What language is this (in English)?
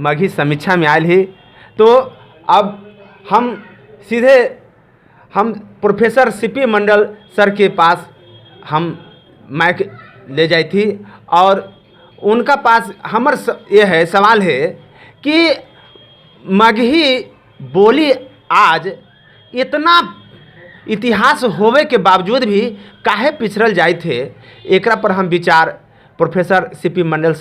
Magahi